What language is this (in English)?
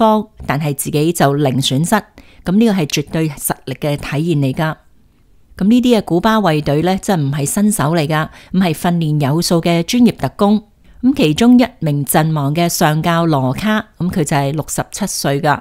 Cantonese